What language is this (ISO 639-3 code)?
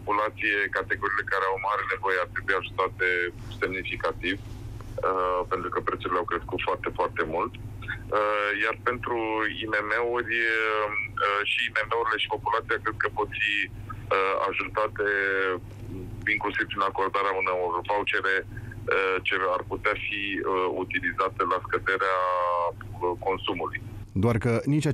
ron